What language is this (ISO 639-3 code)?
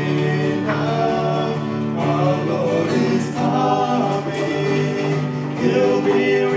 ctd